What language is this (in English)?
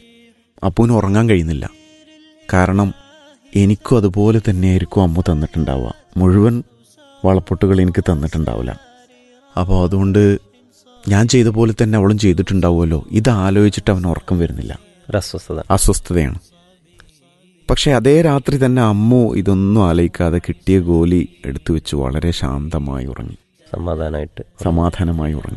Malayalam